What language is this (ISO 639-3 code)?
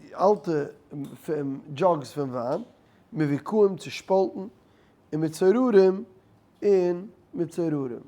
yid